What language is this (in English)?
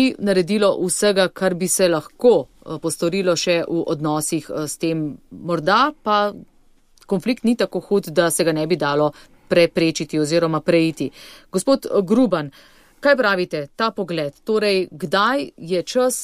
Slovenian